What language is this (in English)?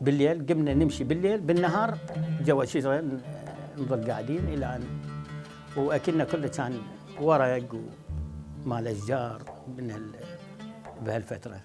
Mesopotamian Arabic